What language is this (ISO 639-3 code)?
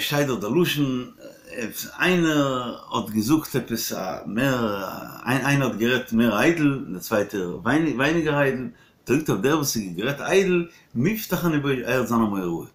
yid